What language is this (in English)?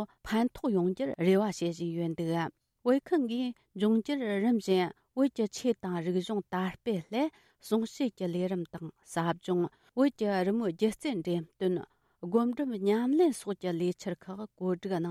Tibetan